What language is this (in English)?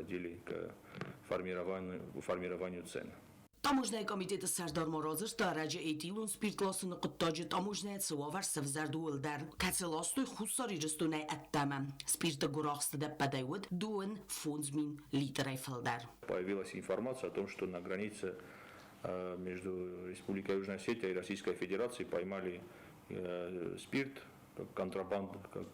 Ossetic